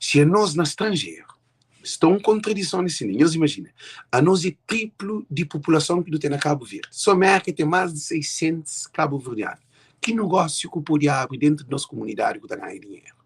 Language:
Kabuverdianu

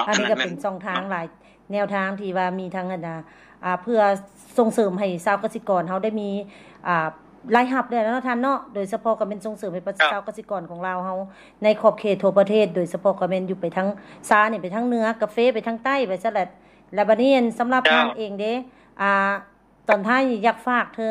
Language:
Lao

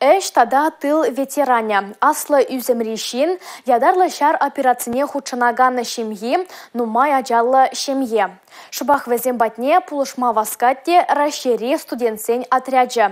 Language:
Chuvash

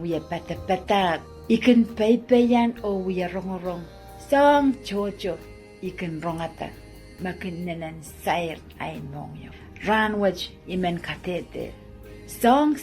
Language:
Pohnpeian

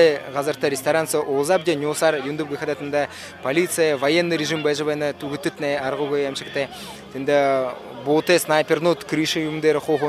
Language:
Buriat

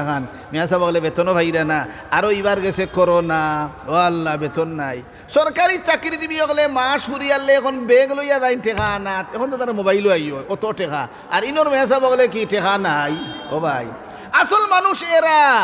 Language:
Sylheti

